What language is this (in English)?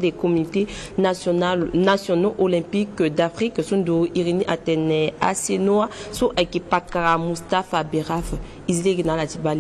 Sango